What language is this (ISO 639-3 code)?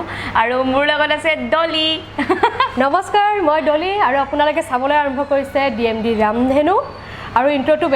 asm